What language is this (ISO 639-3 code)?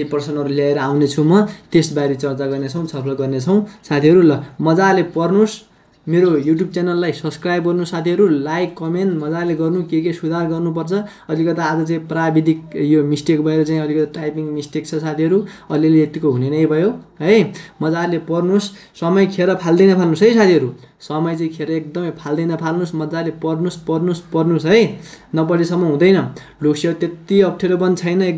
nep